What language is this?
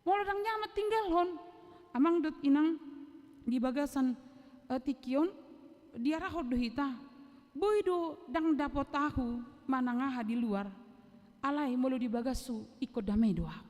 Batak Toba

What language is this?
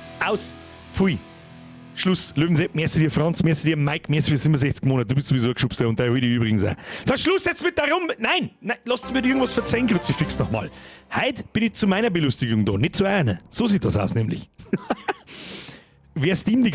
Bavarian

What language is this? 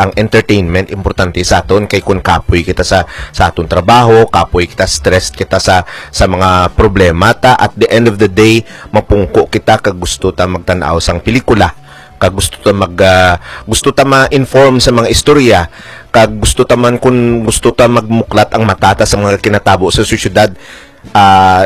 Hiligaynon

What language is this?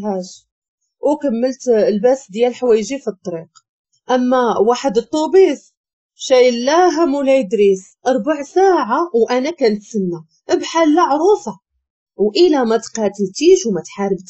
Moroccan Arabic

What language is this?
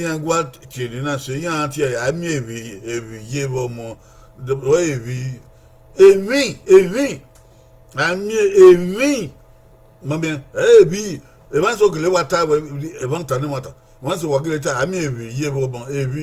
Bini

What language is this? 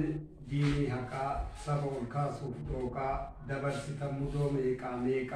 Oromo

